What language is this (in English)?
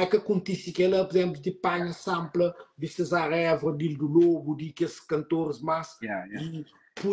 Kabuverdianu